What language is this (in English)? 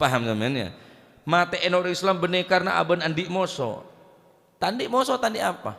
Madurese